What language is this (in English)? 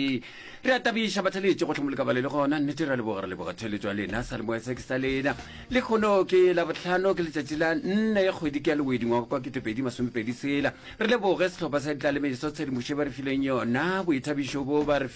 Northern Sotho